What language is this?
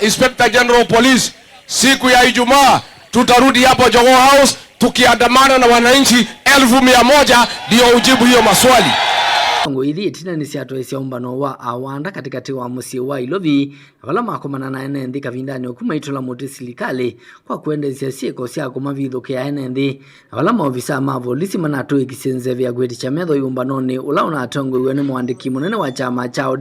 Kamba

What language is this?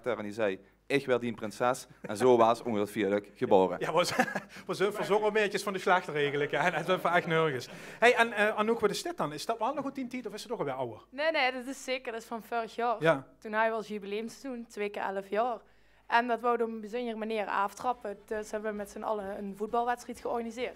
Limburgish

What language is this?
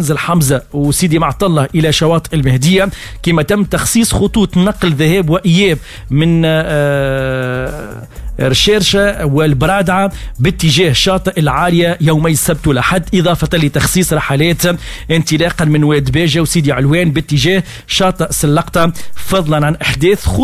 Tunisian Arabic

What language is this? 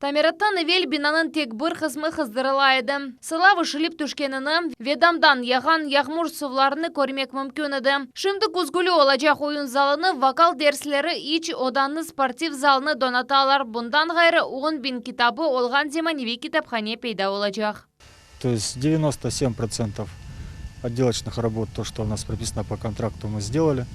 Crimean Tatar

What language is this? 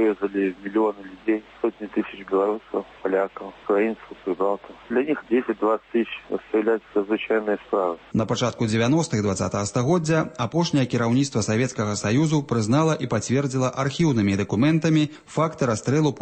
Belarusian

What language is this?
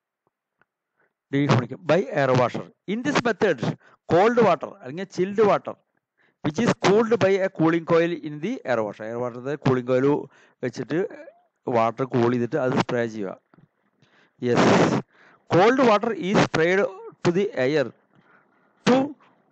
Malayalam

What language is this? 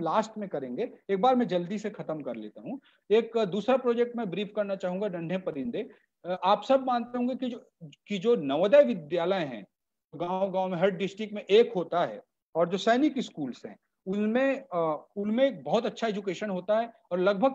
Hindi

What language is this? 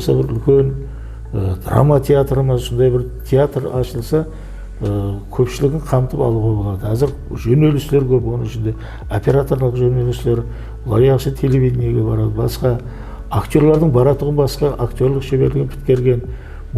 Kara-Kalpak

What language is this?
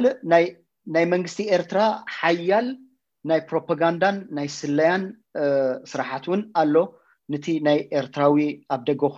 Tigrinya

